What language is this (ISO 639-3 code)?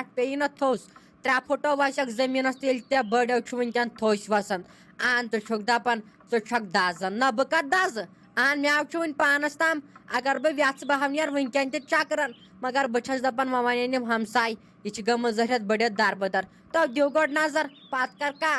kas